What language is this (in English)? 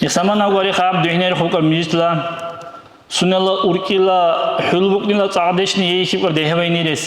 Dargwa